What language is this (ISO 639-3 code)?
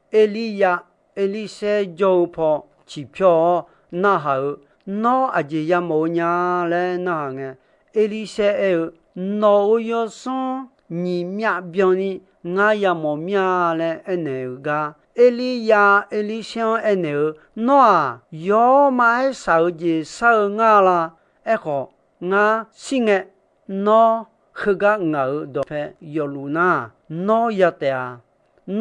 ahk